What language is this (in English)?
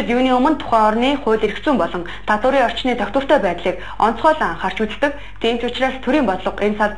Mongolian